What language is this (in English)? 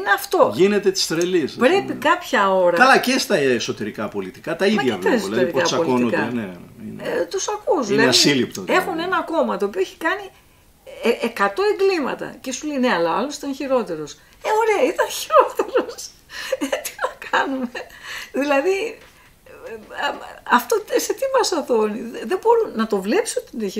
Greek